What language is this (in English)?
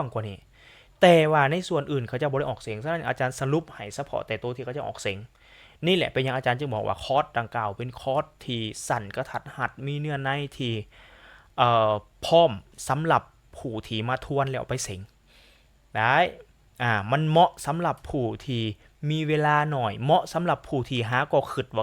Lao